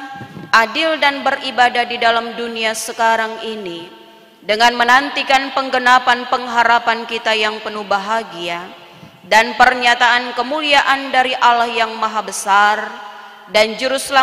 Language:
Indonesian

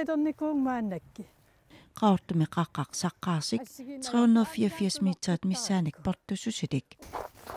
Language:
Kalaallisut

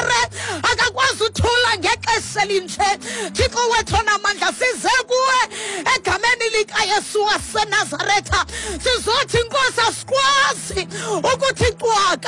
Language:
Xhosa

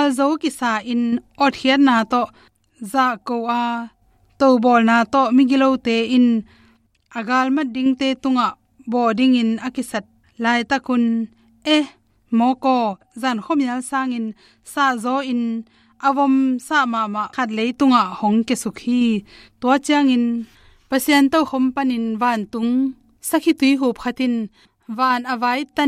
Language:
Tedim Chin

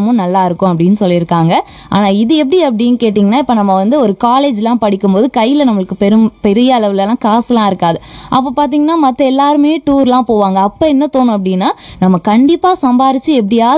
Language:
Tamil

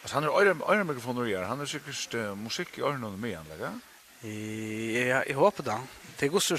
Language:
Faroese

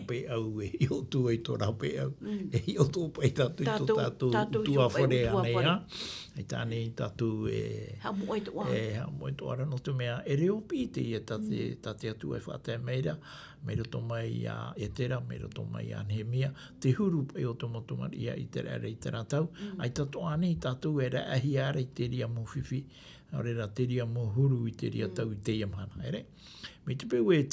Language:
Tahitian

